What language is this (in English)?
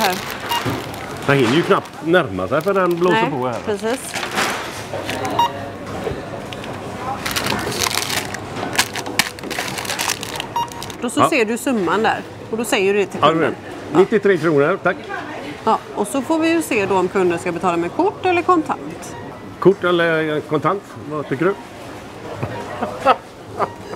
Swedish